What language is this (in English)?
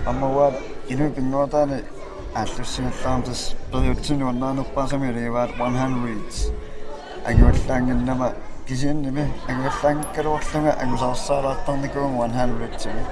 Kalaallisut